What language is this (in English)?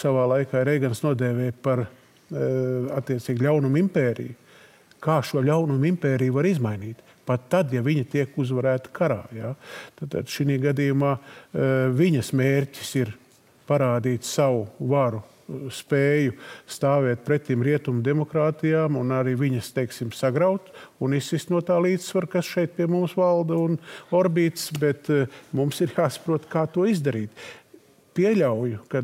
Latvian